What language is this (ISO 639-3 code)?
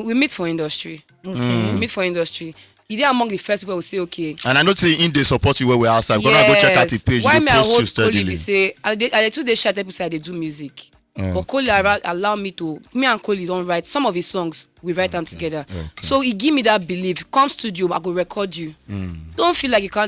pcm